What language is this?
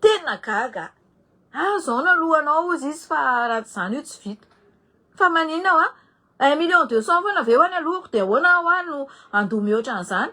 Malagasy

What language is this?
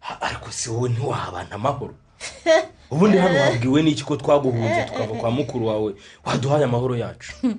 Kinyarwanda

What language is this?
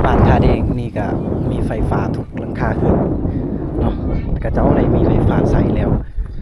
Lao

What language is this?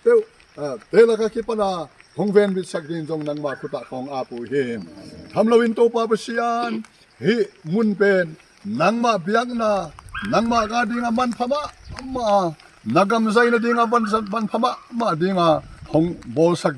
Tedim Chin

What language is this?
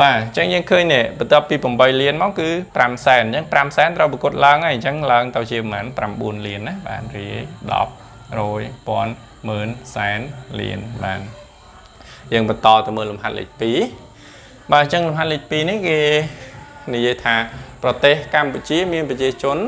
Khmer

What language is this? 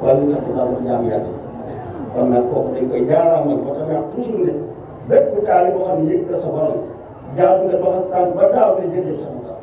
Wolof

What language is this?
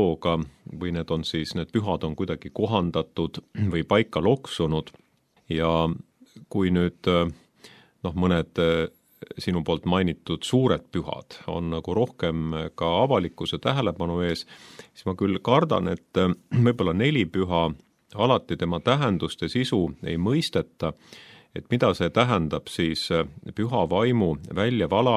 Estonian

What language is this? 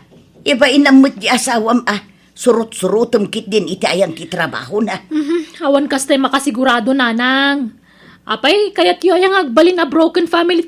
Iloko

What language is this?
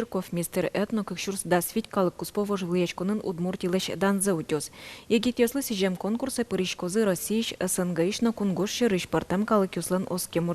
Udmurt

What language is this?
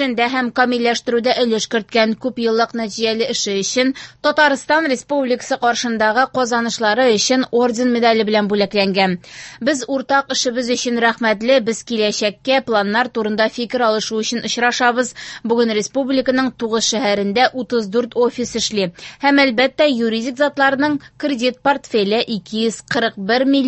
Tatar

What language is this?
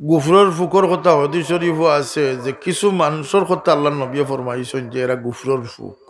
Sylheti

